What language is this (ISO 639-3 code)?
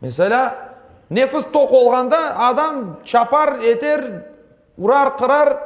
crh